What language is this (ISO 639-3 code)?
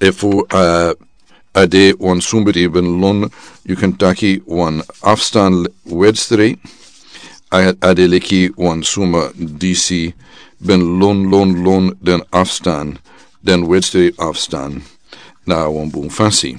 srn